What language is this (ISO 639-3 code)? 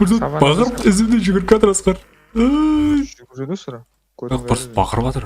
kaa